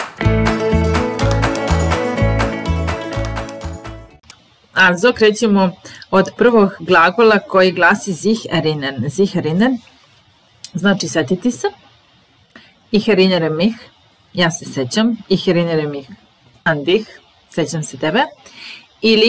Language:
Serbian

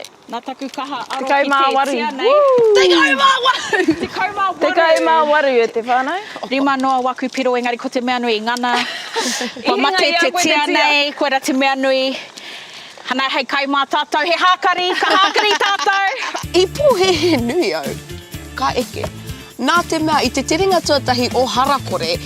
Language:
Māori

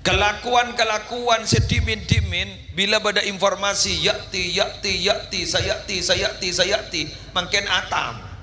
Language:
Madurese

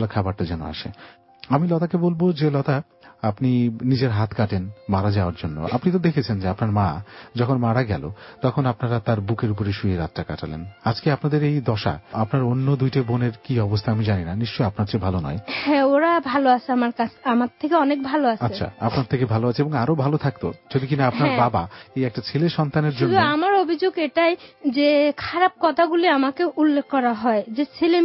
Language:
Bangla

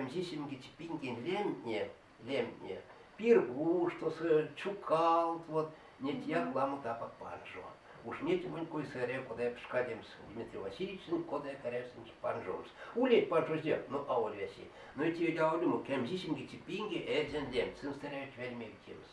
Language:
Erzya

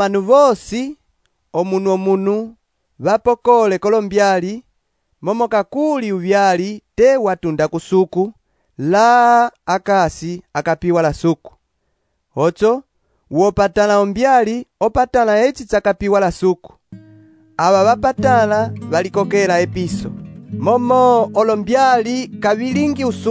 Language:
Umbundu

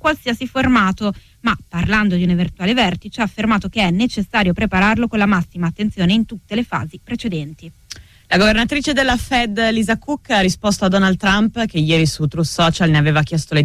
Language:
Italian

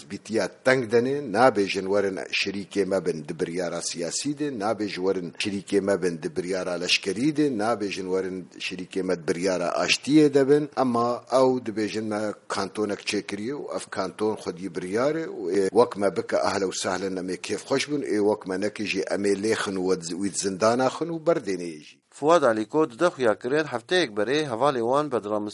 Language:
Kurdish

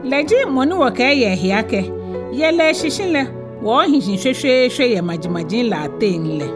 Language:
Ga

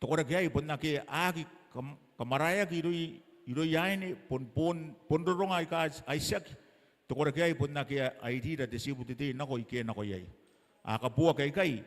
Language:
Gilbertese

